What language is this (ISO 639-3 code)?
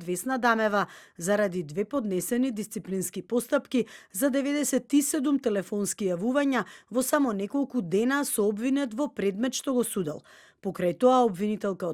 mkd